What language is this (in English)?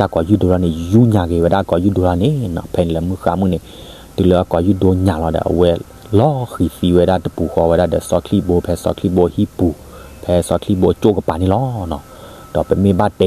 S'gaw Karen